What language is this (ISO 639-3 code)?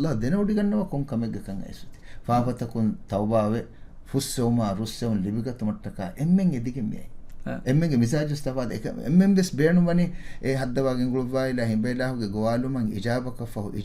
div